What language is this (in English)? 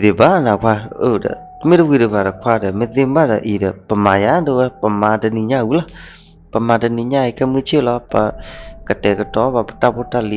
S'gaw Karen